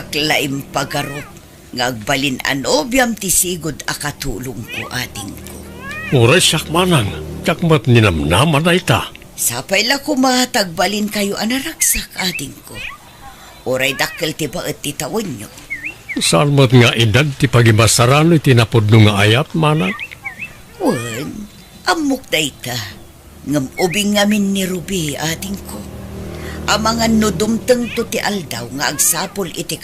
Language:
Iloko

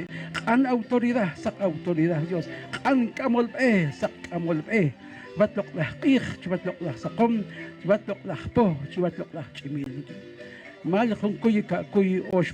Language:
Poqomchi'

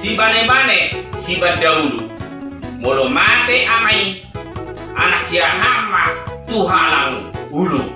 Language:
Batak Toba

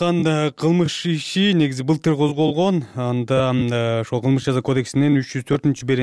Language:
Kyrgyz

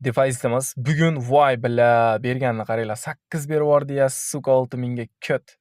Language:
Uzbek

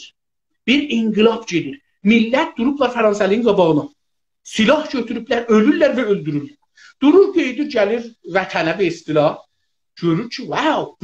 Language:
South Azerbaijani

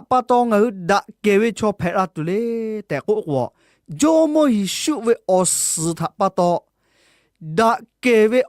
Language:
Lahu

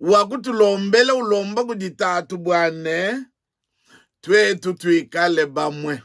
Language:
Luba-Lulua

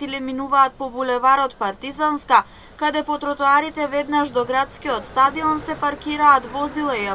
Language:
Macedonian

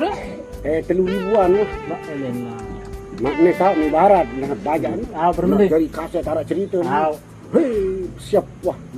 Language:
Sasak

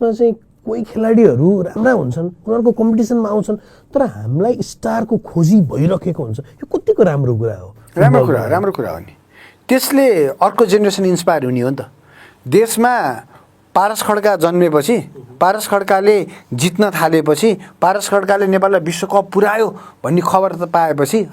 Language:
Nepali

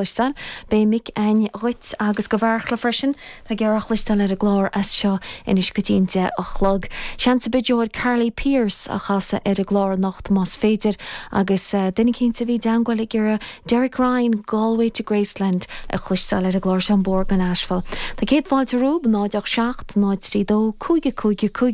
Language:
Irish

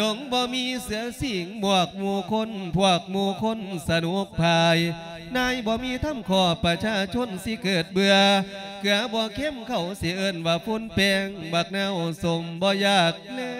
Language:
Lao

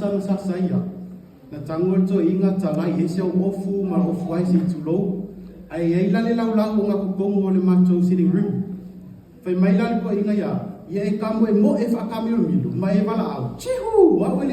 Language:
Samoan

